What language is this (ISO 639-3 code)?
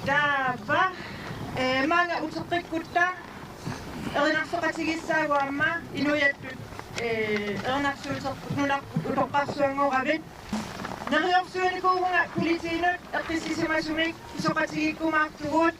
kal